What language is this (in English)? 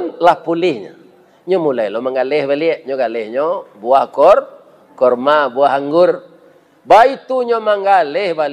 Minangkabau